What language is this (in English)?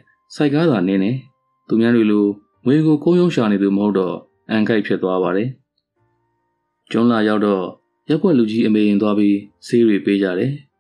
Burmese